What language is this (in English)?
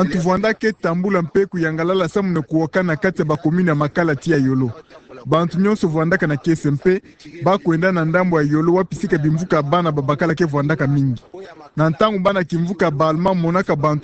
Kituba (Democratic Republic of Congo)